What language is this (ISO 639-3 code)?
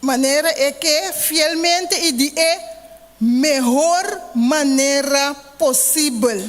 pap